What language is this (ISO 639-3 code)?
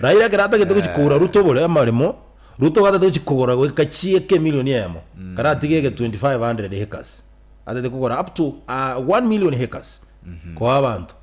guz